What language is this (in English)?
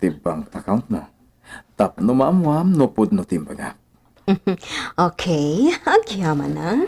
Iloko